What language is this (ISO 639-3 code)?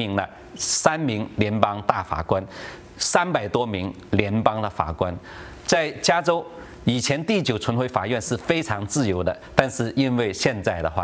zho